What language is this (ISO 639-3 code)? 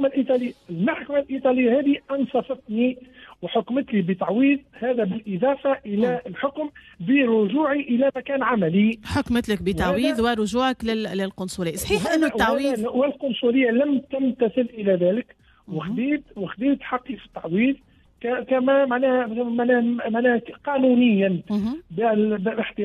aeb